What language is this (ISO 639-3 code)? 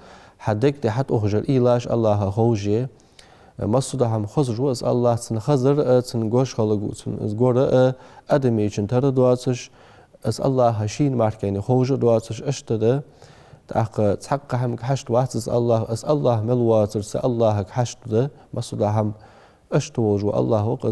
inh